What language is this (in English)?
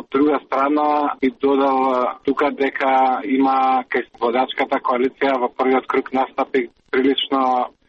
Macedonian